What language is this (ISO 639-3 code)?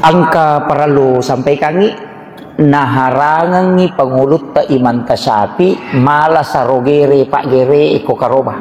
bug